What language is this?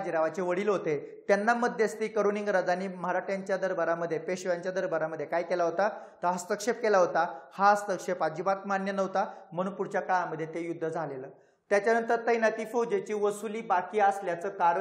Marathi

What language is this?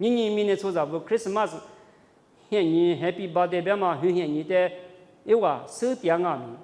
Lisu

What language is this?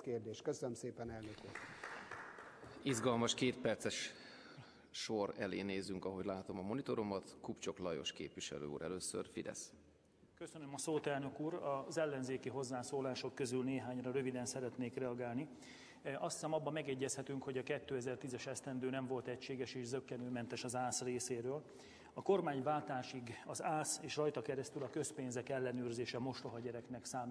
Hungarian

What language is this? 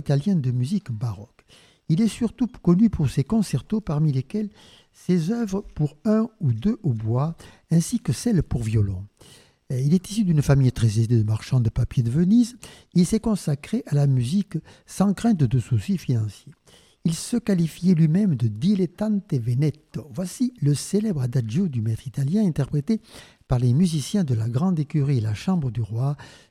French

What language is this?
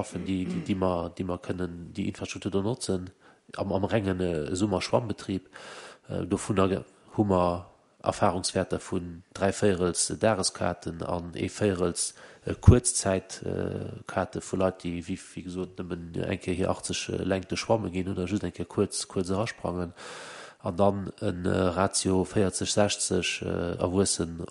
Luxembourgish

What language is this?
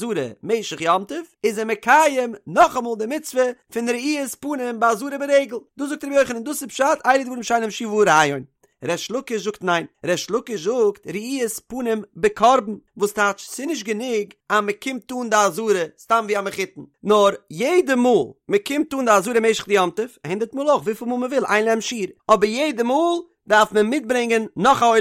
Yiddish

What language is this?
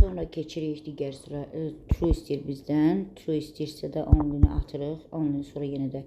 Azerbaijani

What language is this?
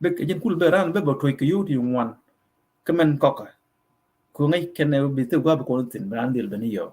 Nuer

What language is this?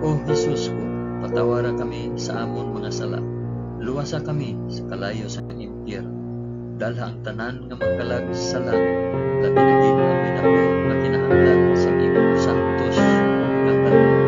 Hiligaynon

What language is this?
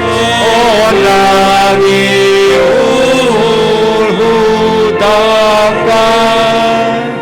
Batak Simalungun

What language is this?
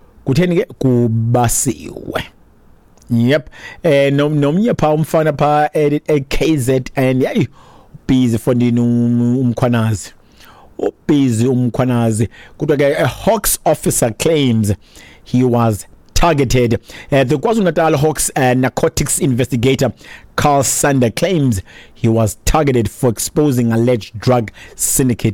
Xhosa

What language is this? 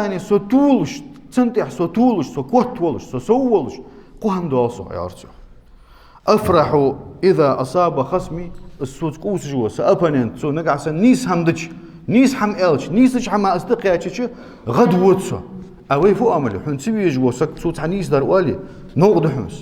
Ingush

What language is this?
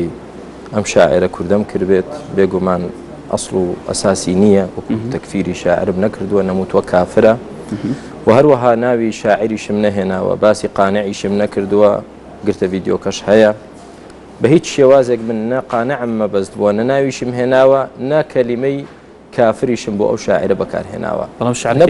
Central Kurdish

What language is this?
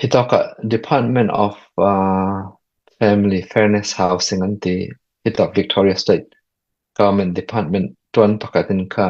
Falam Chin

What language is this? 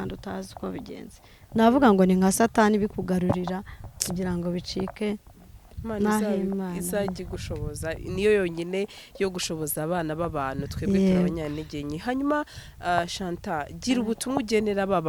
Kinyarwanda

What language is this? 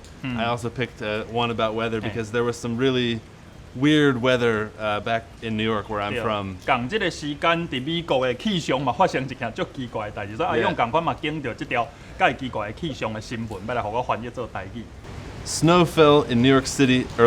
Min Nan Chinese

